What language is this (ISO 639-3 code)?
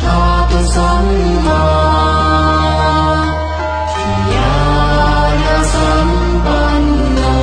pli